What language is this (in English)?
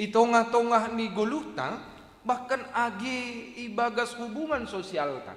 Batak Simalungun